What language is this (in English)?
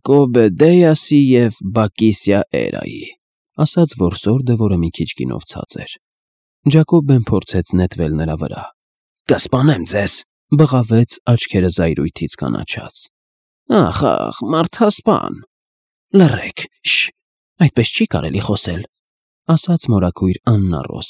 Armenian